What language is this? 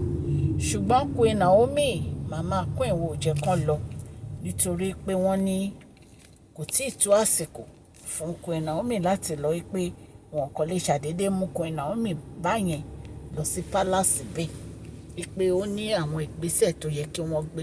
Yoruba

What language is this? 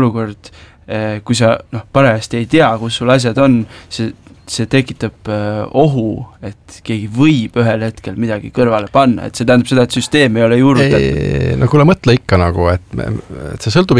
Estonian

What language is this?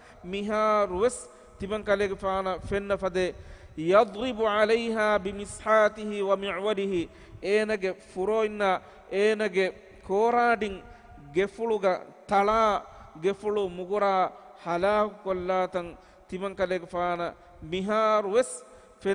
Divehi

